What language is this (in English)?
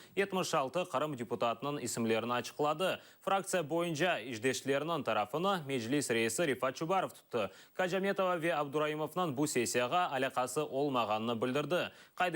Crimean Tatar